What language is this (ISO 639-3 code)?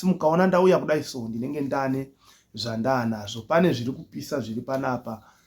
sna